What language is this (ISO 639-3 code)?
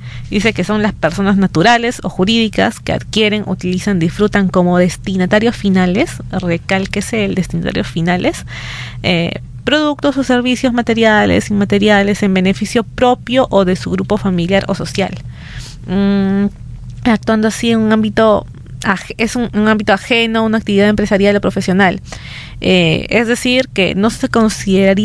spa